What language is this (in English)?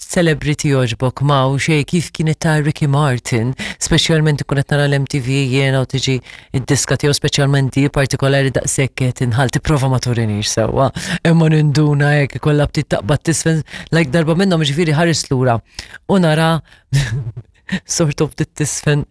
Maltese